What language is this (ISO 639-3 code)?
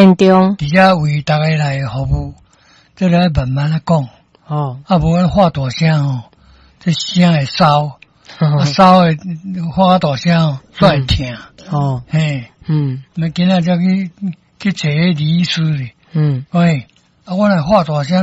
nan